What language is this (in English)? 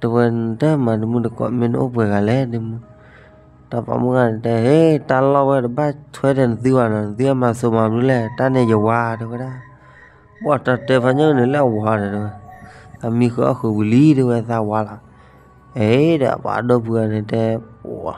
S'gaw Karen